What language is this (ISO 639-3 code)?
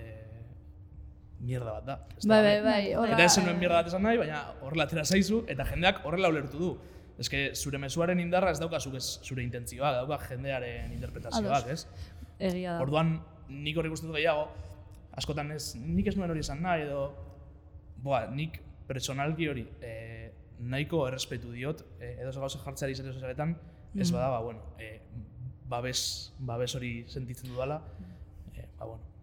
eus